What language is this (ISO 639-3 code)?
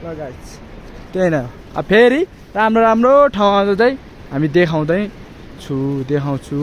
nep